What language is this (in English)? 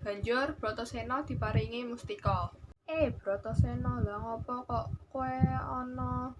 Javanese